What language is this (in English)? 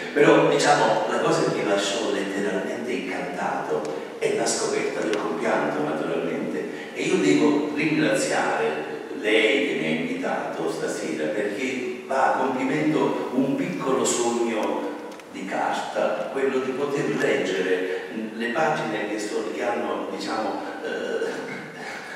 Italian